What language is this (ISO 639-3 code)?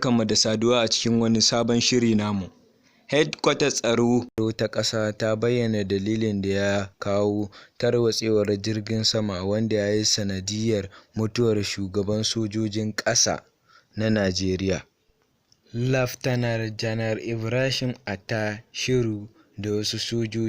hau